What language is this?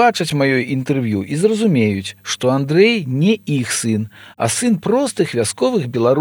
Belarusian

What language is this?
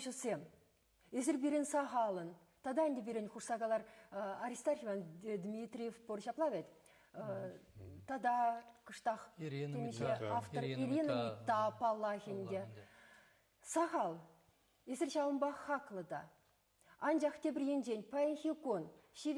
Chuvash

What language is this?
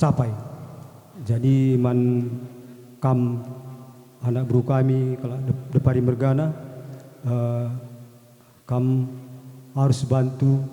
Batak Karo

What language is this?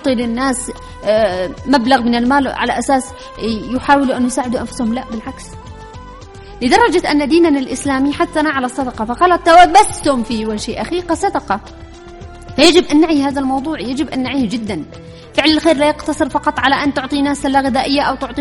Arabic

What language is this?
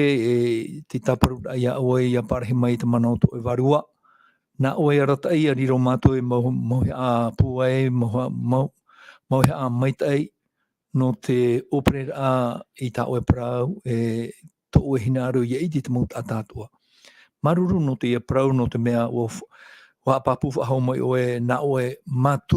Tahitian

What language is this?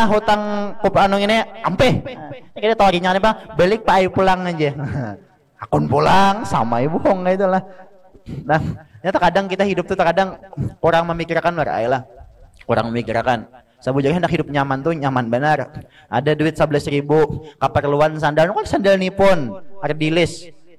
Banjar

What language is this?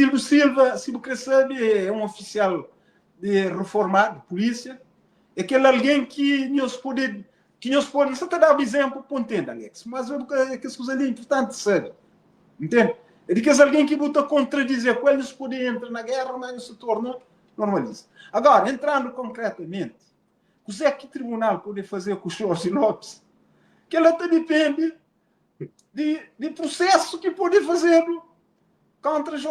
Kabuverdianu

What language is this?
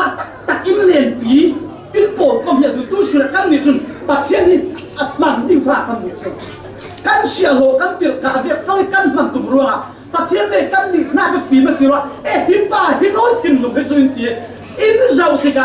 Falam Chin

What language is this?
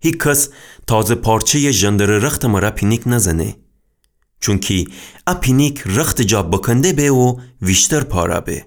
Gilaki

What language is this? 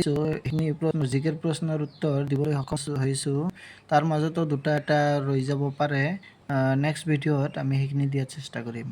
Assamese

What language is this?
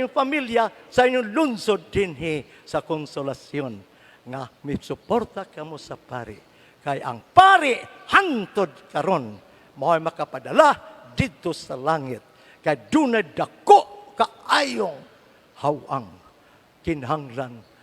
Cebuano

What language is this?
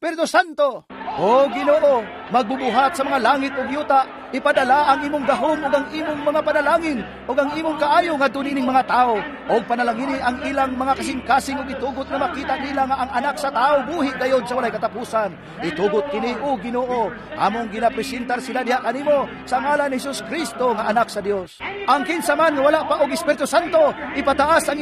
Cebuano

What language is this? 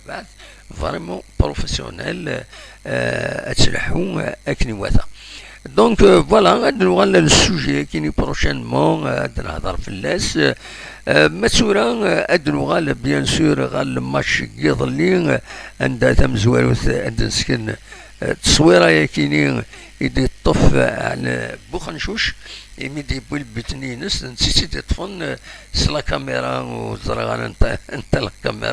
Kabyle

